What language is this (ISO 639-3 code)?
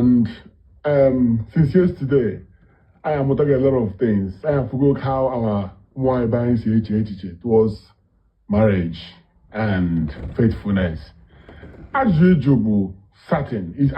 ibo